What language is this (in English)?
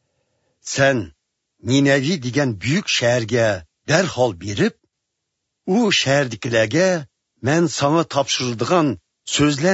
Uyghur